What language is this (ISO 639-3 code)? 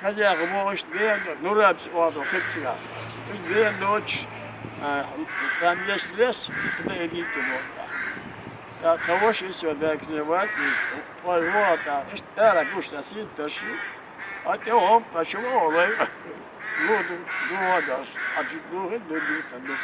che